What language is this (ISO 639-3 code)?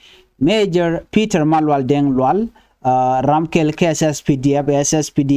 nus